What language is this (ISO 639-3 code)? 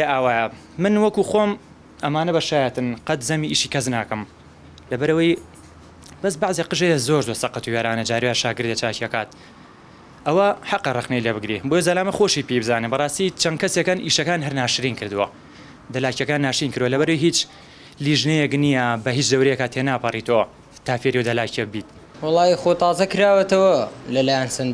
ckb